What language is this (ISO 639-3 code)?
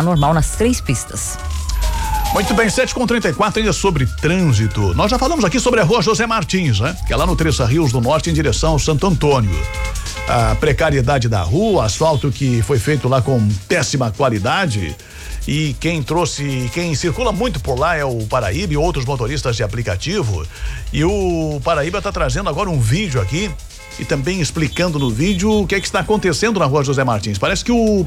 por